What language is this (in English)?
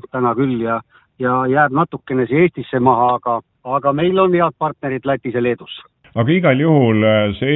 Estonian